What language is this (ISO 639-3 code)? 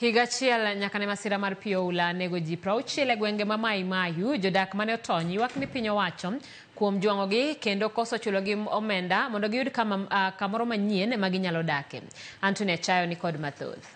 luo